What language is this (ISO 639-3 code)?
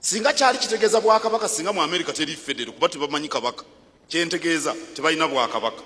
lug